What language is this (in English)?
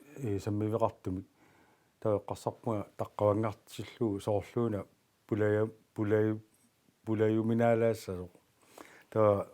Kalaallisut